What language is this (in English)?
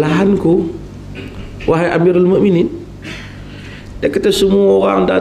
Malay